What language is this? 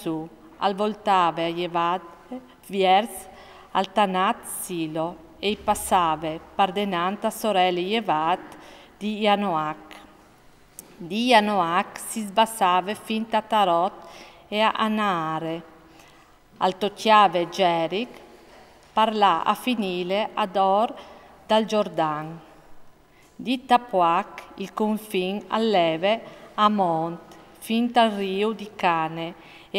Friulian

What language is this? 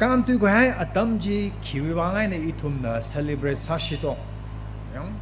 Tangkhul Naga (India)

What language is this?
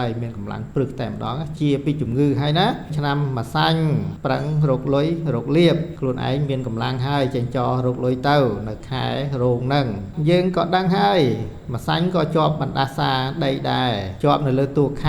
Khmer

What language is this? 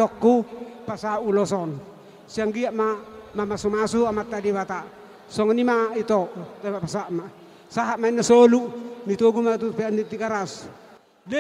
Batak Toba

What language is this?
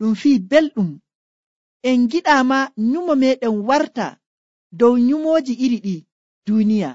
Nigerian Fulfulde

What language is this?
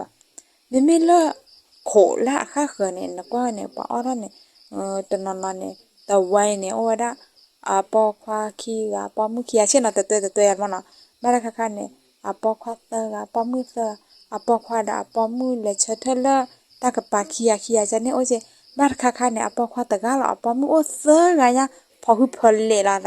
S'gaw Karen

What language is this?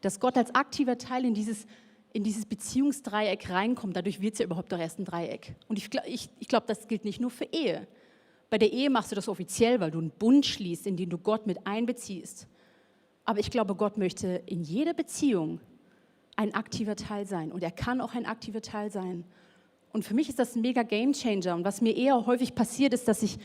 Swiss German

